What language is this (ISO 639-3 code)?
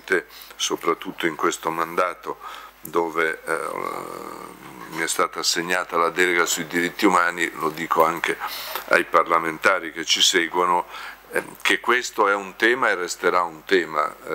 ita